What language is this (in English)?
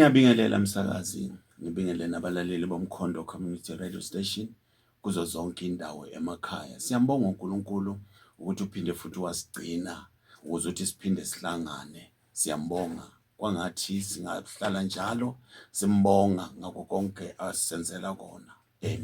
Zulu